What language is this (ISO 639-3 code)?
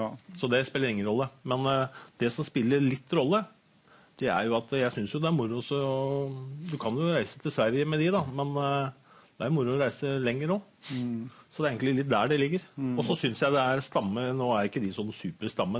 nor